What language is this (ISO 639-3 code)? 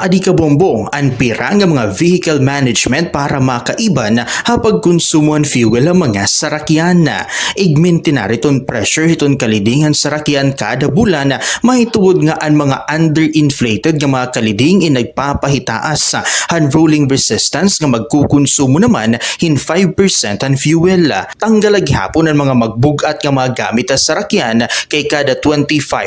war